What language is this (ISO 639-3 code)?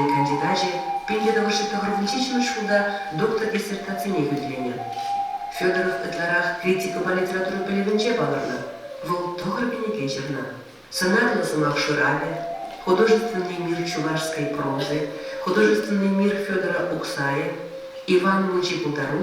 chv